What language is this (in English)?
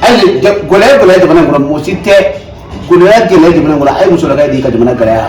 Bambara